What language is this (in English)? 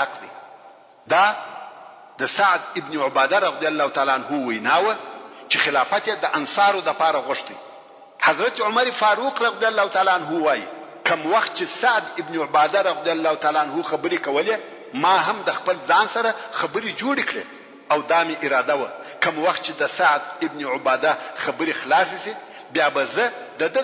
Pashto